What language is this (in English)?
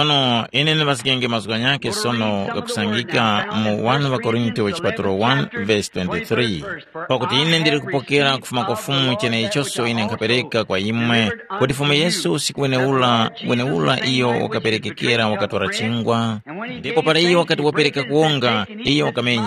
Tumbuka